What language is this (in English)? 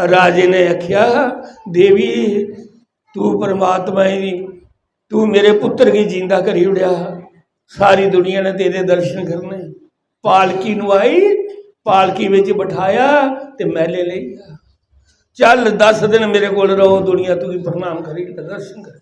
Dogri